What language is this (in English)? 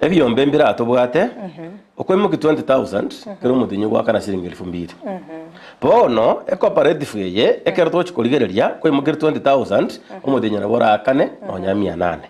Gusii